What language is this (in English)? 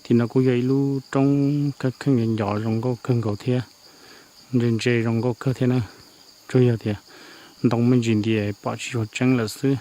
Hmong